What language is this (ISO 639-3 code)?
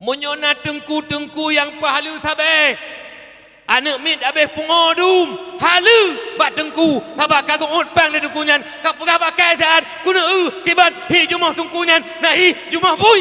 ace